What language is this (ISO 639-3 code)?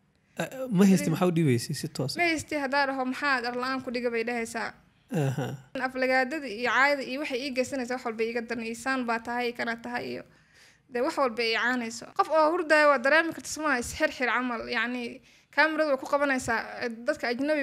som